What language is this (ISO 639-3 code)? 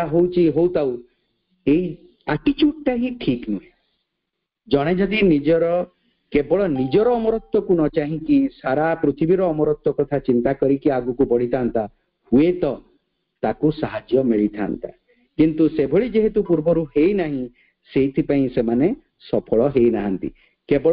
ori